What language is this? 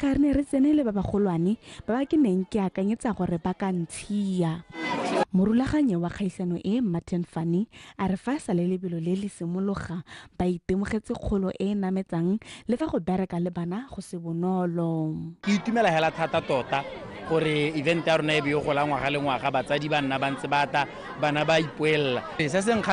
Tswana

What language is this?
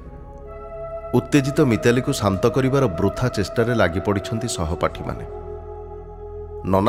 Odia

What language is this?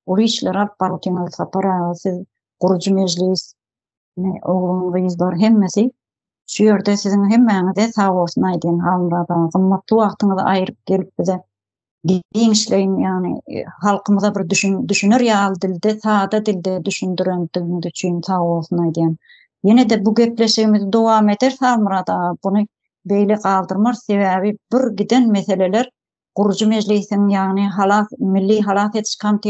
Turkmen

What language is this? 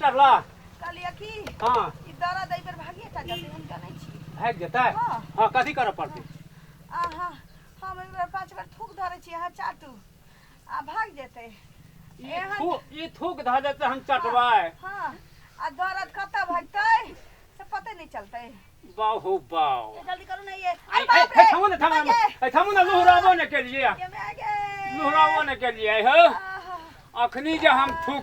Maithili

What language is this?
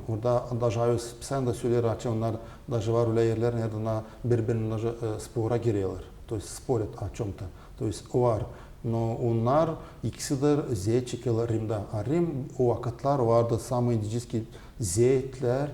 Gagauz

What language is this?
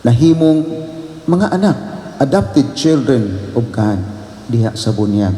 Cebuano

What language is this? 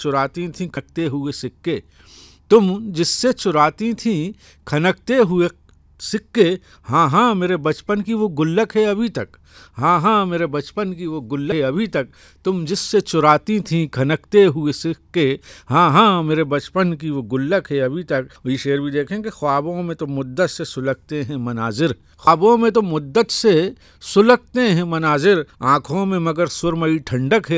Urdu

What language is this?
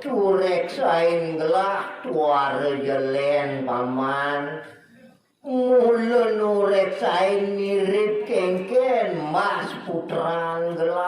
Balinese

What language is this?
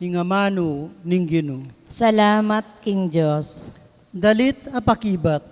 Pampanga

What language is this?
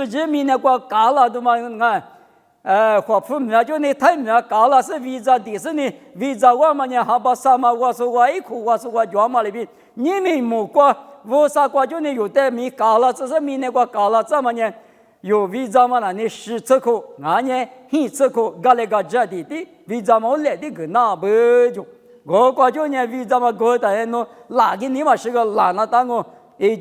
Lisu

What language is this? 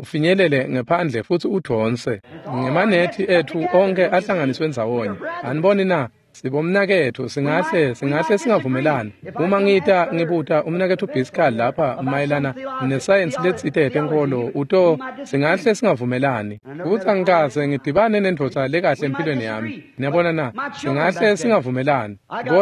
Swati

